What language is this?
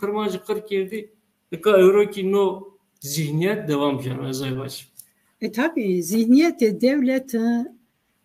Zaza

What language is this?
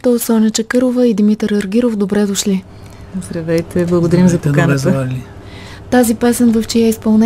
Bulgarian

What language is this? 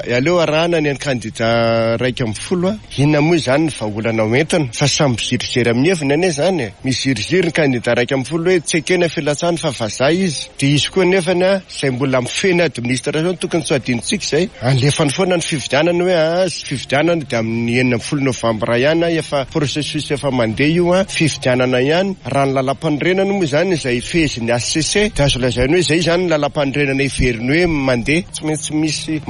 Malagasy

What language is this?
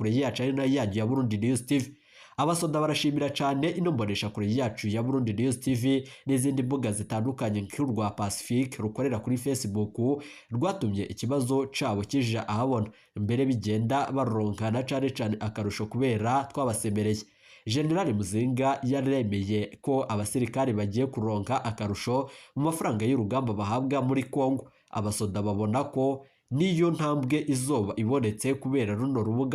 Rundi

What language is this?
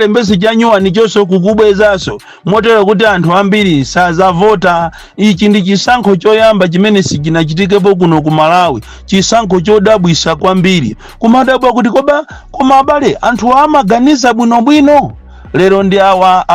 Nyanja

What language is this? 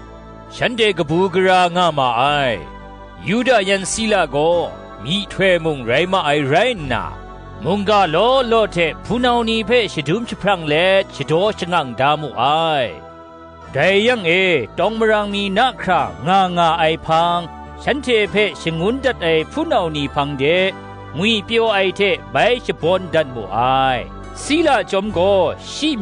Kachin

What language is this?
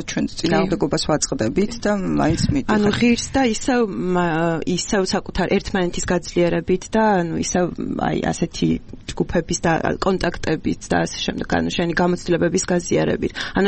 Georgian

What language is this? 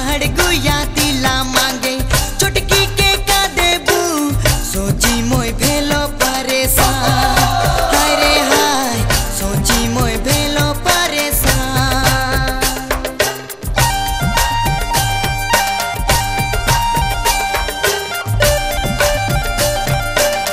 Sadri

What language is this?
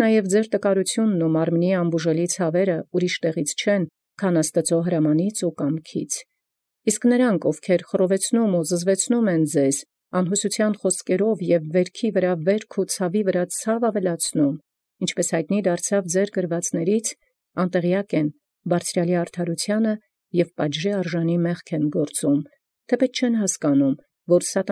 Armenian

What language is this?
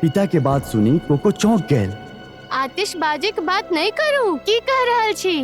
Maithili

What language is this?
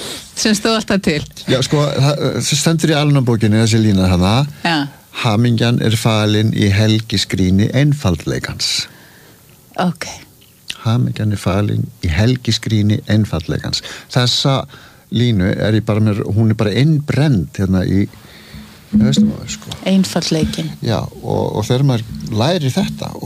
Icelandic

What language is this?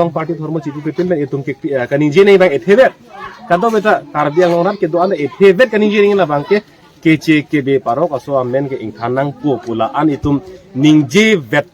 Karbi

